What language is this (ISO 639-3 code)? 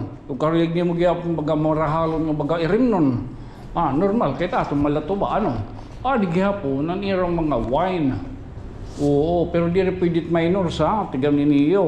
war